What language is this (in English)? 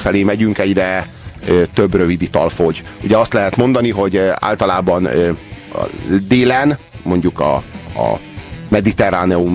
Hungarian